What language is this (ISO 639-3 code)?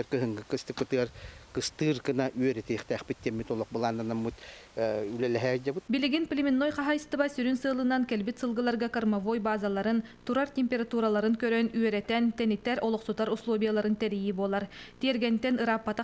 sah